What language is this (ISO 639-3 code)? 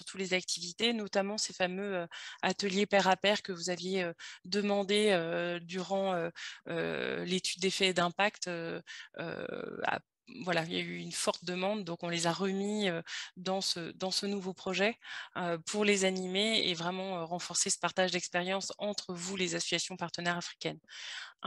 fra